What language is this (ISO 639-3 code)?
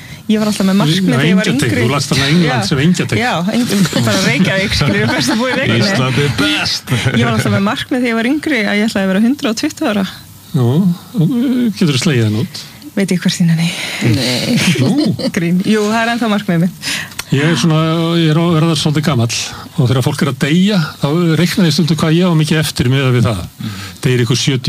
isl